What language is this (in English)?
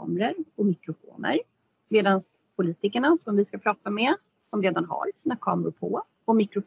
Swedish